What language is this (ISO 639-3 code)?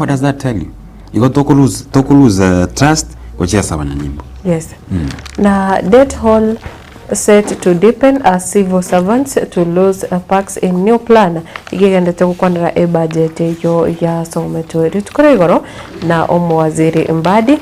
guz